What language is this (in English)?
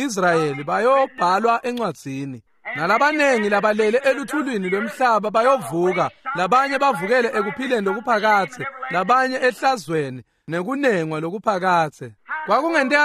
Swati